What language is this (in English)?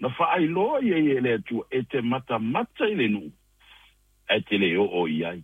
Samoan